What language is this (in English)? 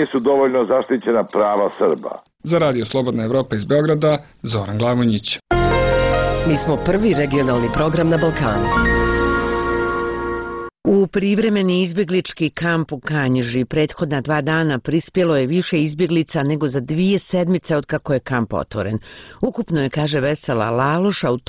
Bosnian